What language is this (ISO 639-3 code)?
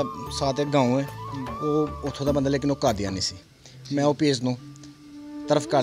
pan